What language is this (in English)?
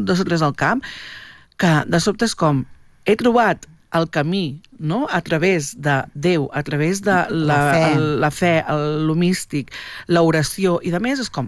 Catalan